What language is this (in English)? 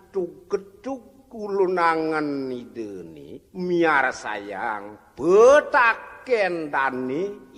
Balinese